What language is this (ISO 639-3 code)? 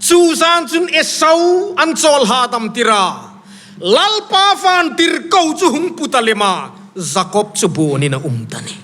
hmr